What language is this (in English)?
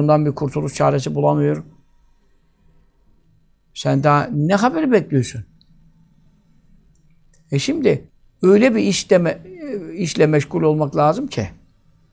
Turkish